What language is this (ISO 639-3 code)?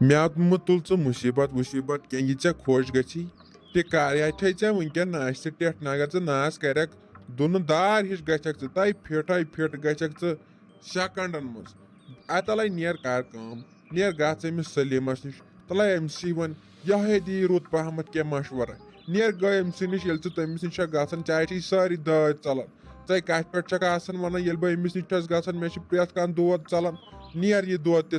kas